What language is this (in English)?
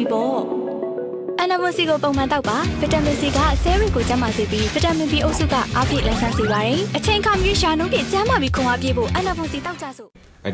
Burmese